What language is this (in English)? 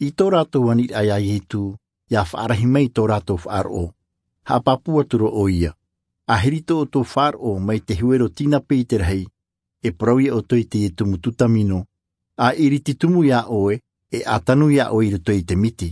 Tahitian